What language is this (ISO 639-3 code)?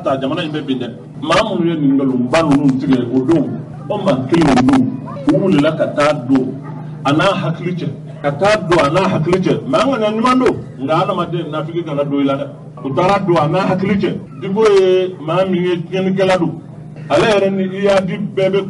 bam